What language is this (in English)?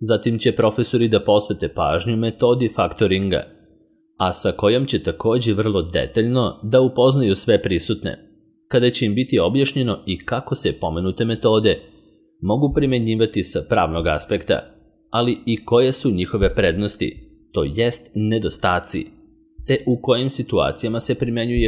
Serbian